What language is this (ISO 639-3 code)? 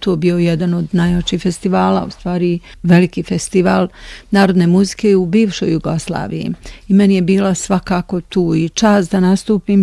bos